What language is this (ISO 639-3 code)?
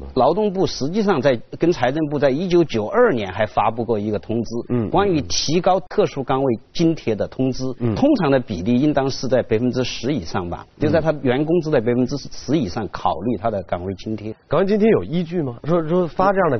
zho